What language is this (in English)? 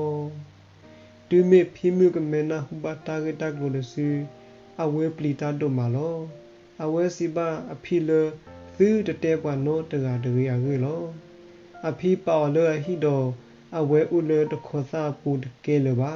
S'gaw Karen